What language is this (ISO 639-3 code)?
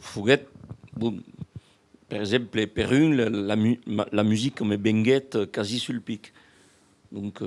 oci